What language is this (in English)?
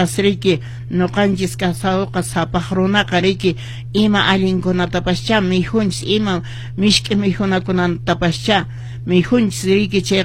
Quechua